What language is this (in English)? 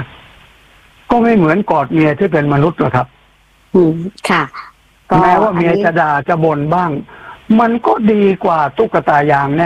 Thai